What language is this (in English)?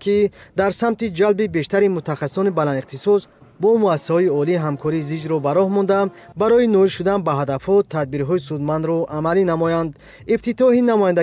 Tajik